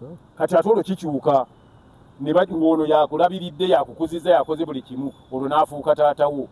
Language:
Ganda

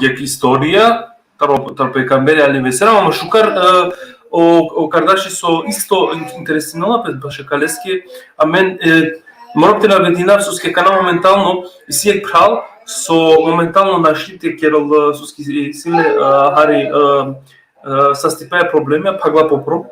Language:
Balkan Romani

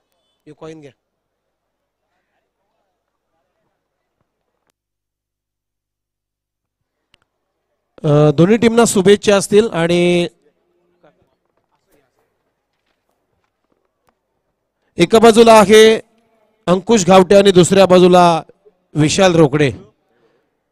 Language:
Marathi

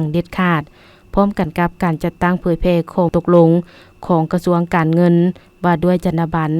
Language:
Lao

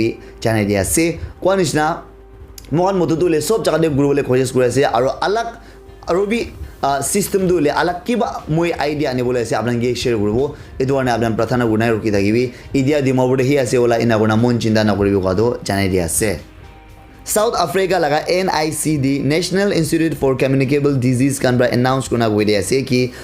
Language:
Naga Pidgin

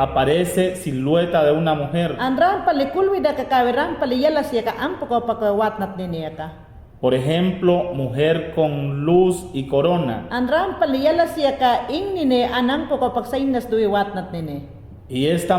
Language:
Mayangna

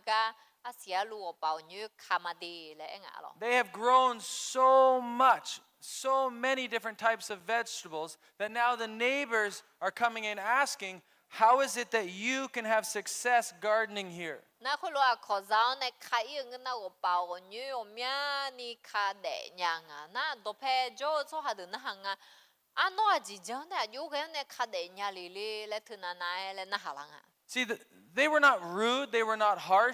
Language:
Akha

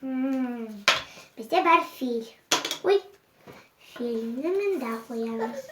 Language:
Crimean Tatar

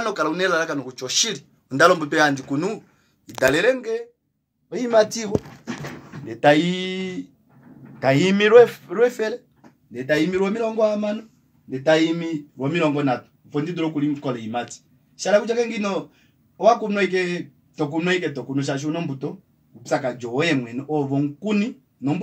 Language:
Kuanyama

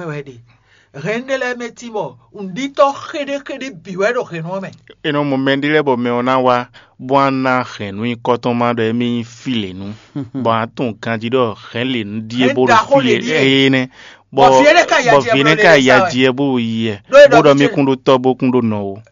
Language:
Fon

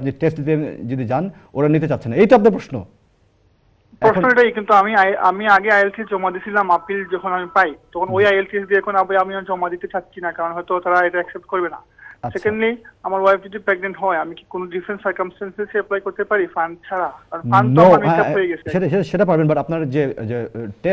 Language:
Bangla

